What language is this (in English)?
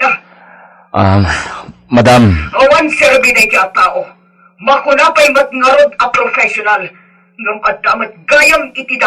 Iloko